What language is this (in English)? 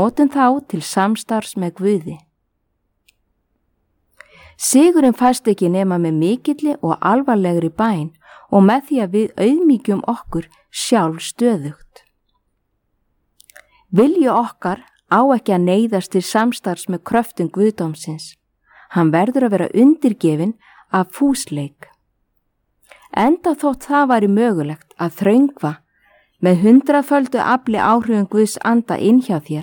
Icelandic